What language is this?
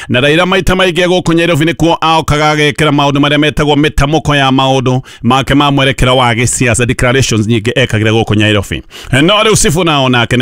Kikuyu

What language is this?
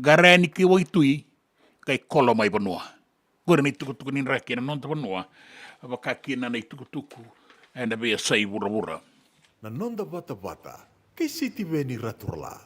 Fijian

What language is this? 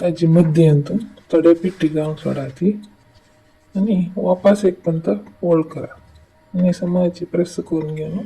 Konkani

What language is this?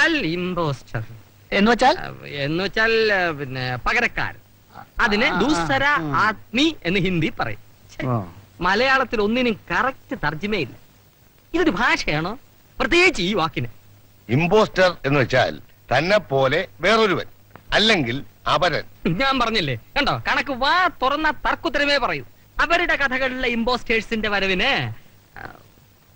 Malayalam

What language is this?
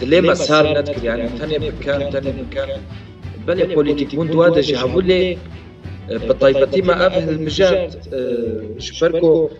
Kurdish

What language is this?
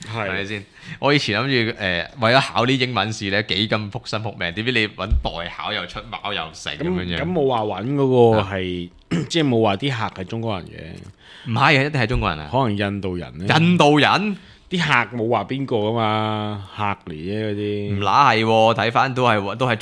Cantonese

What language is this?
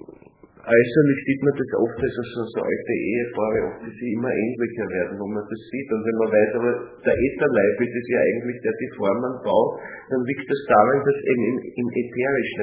German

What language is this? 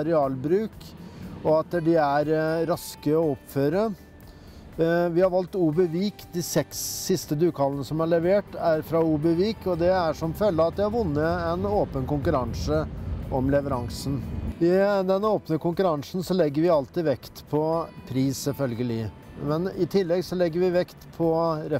Norwegian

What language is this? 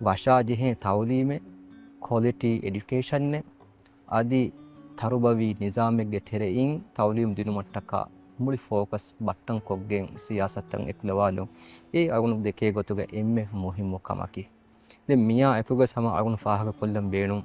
Divehi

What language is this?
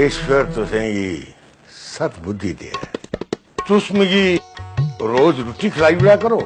Dogri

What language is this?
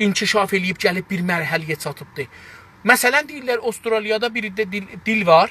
South Azerbaijani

